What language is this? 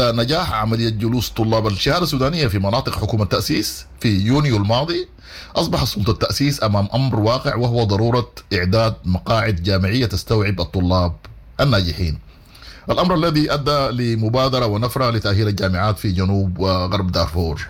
Sudanese Arabic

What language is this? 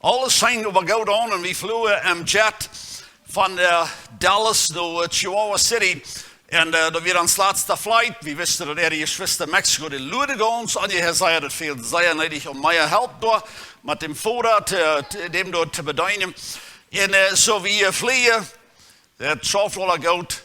Plautdietsch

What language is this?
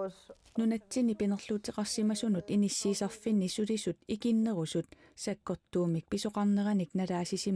Kalaallisut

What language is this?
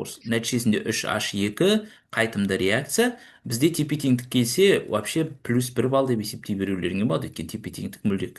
Kazakh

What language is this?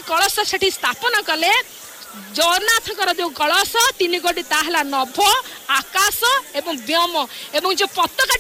Odia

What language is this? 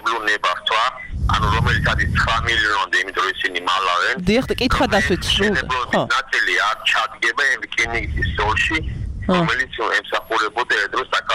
Georgian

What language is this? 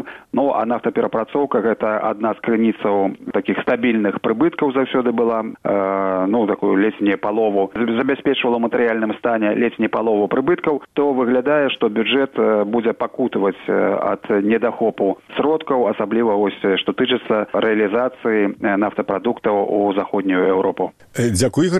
Belarusian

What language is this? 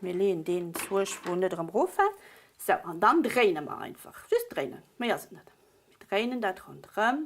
Luxembourgish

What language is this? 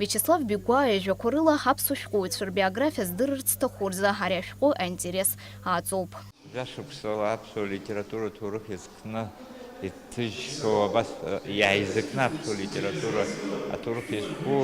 Abkhazian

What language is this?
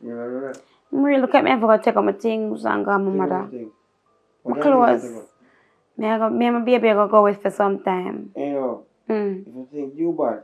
Jamaican Creole English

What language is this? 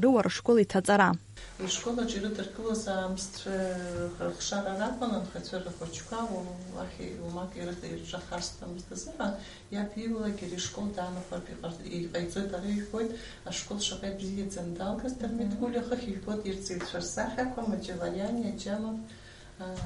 Abkhazian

